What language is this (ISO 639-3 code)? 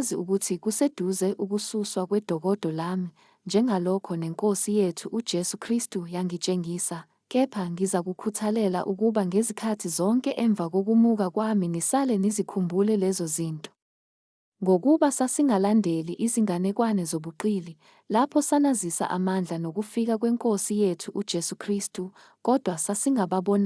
zul